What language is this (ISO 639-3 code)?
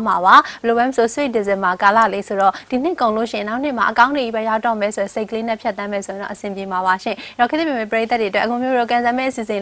mya